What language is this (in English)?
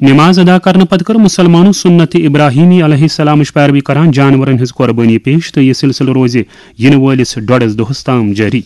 Kashmiri